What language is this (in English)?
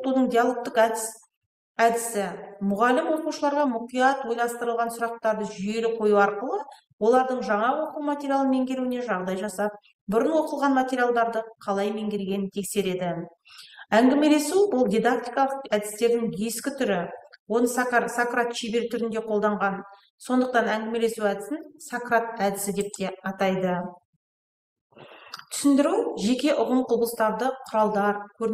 Kazakh